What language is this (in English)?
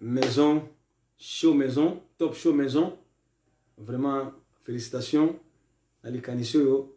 Lingala